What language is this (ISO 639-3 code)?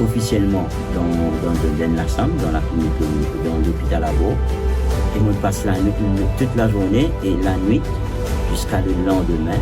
mfe